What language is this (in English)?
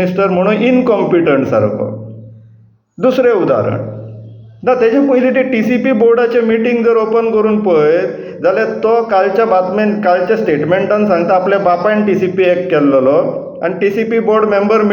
Konkani